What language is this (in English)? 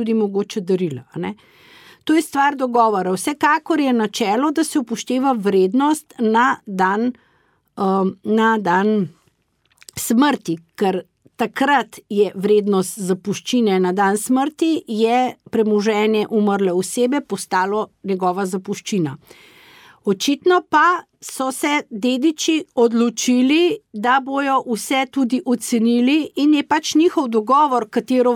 Slovenian